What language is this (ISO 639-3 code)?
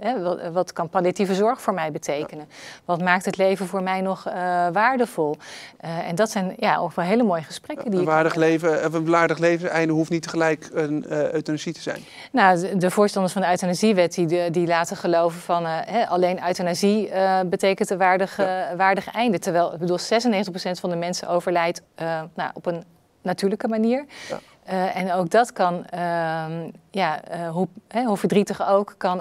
nld